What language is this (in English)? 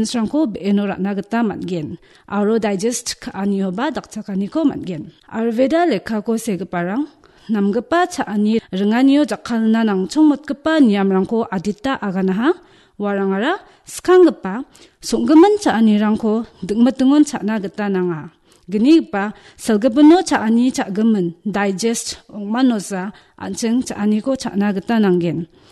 Garo